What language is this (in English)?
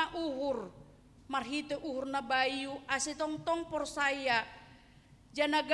Batak Simalungun